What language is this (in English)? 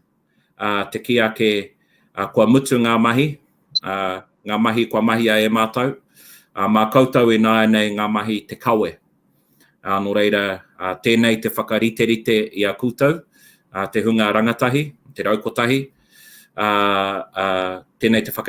Māori